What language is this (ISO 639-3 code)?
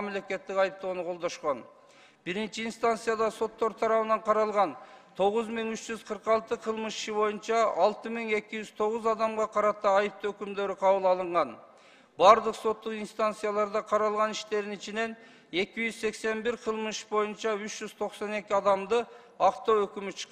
kir